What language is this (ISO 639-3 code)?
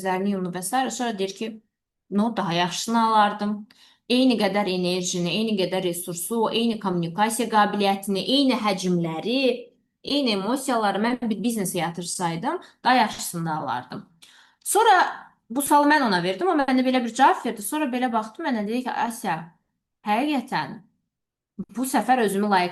aze